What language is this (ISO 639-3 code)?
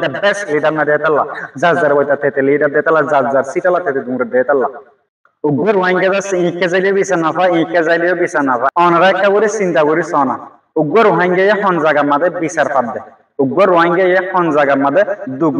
rhg